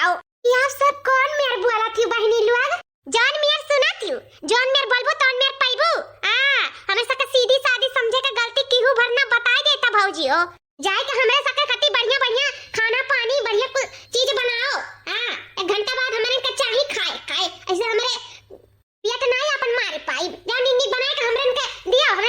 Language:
Awadhi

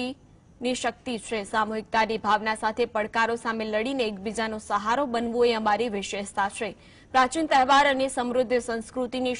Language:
Gujarati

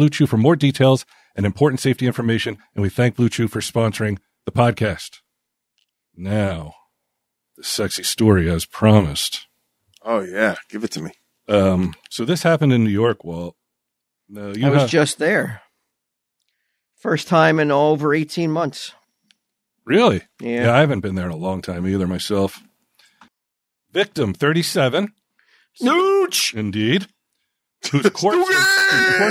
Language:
English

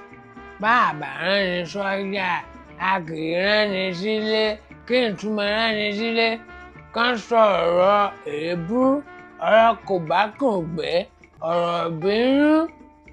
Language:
Yoruba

